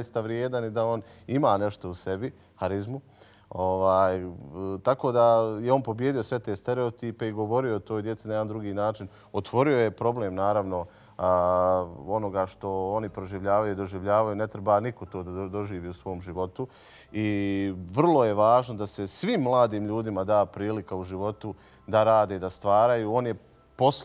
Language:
Bosnian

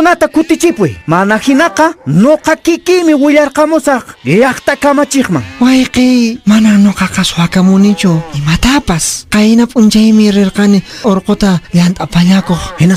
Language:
Quechua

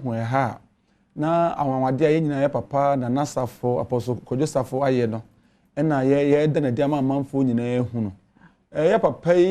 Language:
Akan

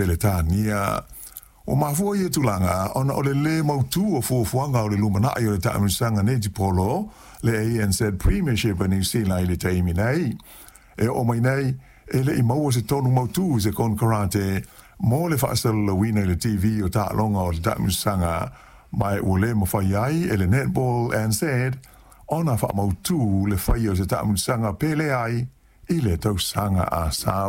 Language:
Samoan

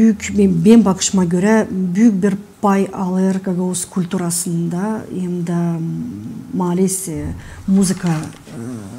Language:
Gagauz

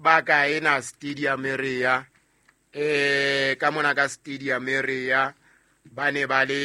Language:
Southern Sotho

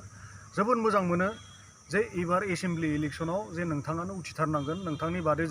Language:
Bodo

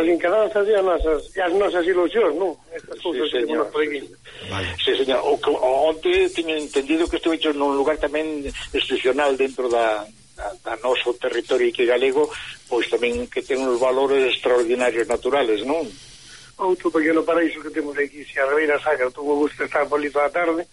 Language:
Galician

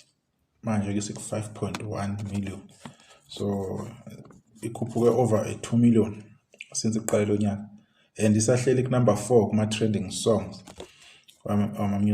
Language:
Zulu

